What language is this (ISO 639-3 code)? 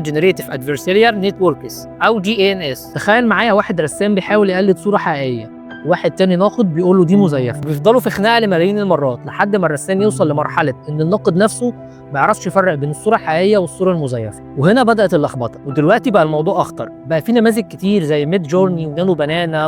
arz